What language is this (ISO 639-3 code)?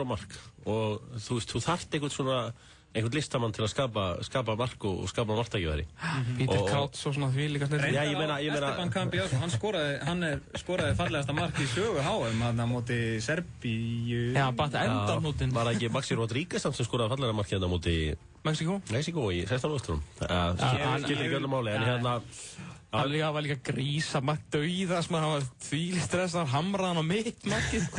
isl